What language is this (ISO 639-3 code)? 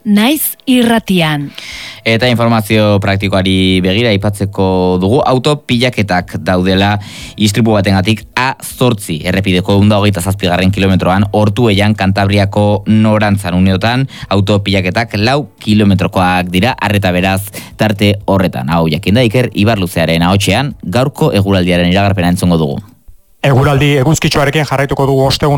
eus